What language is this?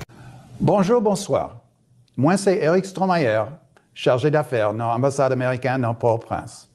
Haitian Creole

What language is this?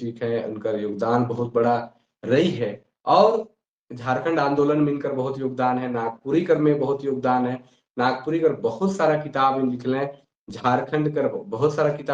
Sadri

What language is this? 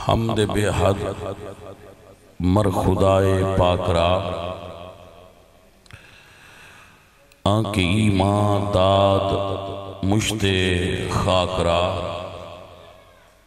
Western Panjabi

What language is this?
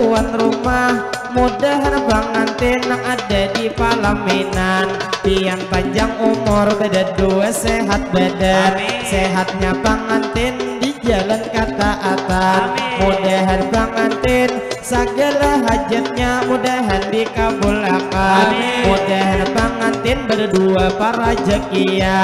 Banjar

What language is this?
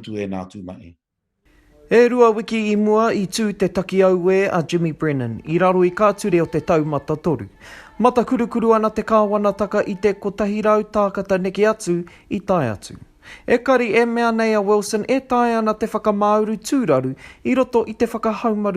Māori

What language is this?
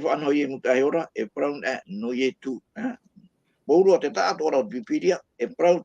Tahitian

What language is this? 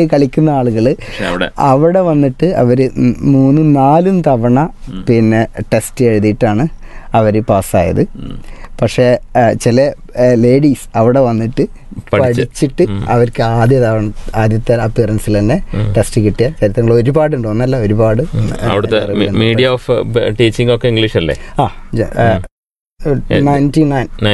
Malayalam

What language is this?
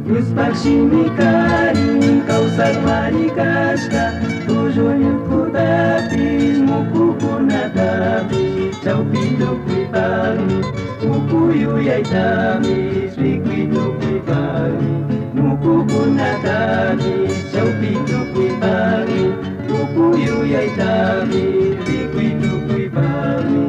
Chimborazo Highland Quichua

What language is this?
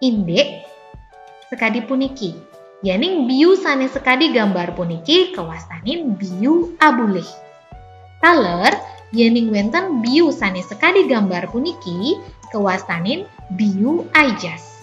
Balinese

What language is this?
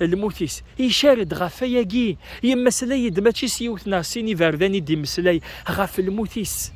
Kabyle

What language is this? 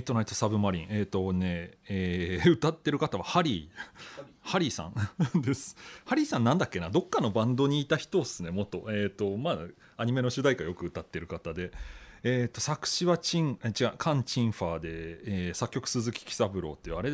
Japanese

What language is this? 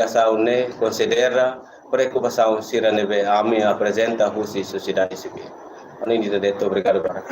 Tetum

